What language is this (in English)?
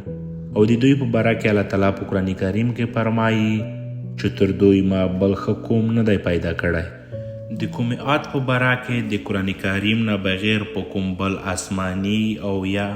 Pashto